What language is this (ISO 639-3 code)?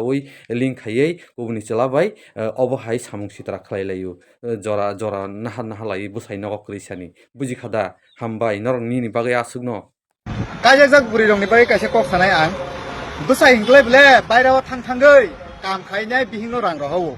trp